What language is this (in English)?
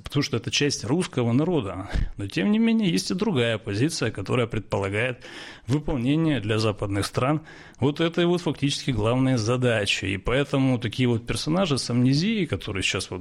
Russian